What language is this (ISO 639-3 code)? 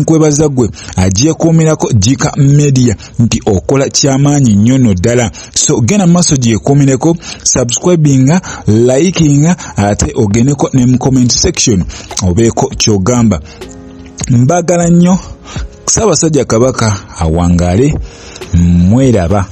lug